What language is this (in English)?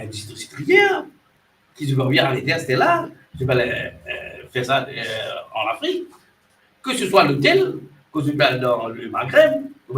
Morisyen